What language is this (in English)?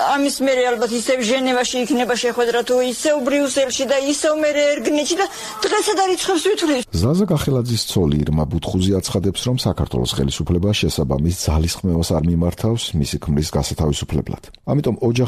Georgian